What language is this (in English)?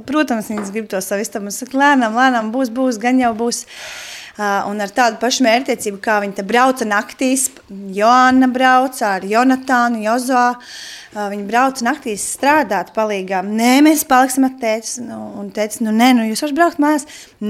Latvian